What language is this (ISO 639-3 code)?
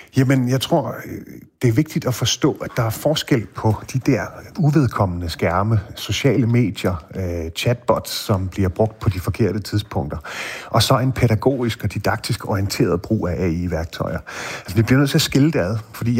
dan